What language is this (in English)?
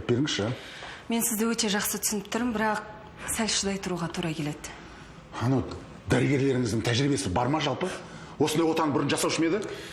Kazakh